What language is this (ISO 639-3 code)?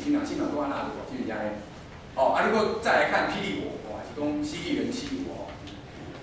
nan